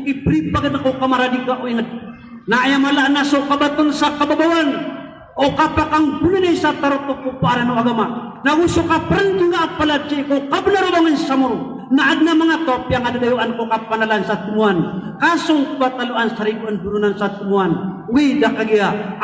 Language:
Maranao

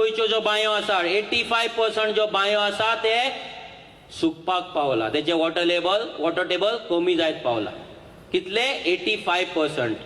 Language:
Konkani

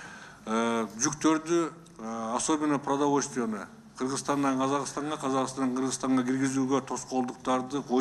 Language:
Kyrgyz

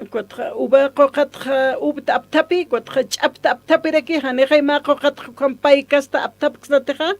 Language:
Aymara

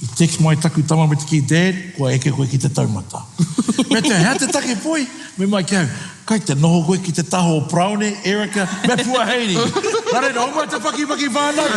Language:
Māori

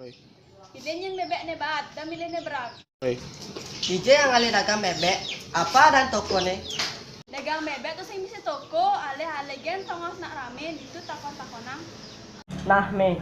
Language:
Balinese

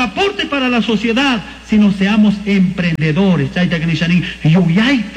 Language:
Chimborazo Highland Quichua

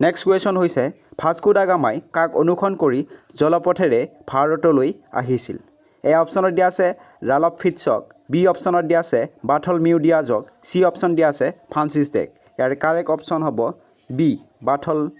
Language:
Assamese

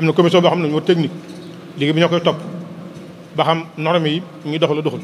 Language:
Wolof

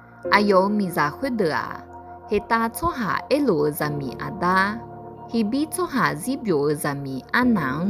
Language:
Akha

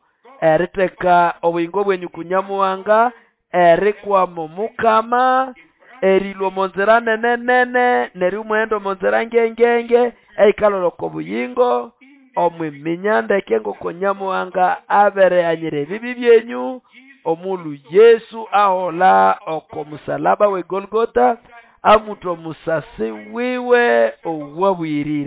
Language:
Nande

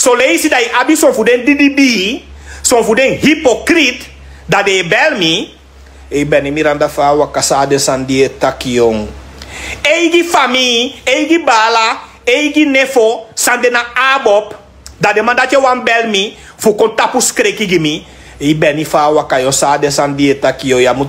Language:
Sranan Tongo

